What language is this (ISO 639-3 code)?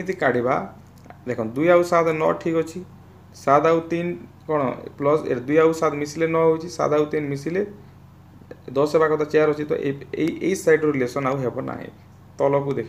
ori